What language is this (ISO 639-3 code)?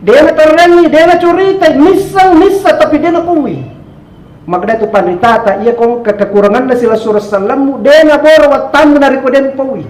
bug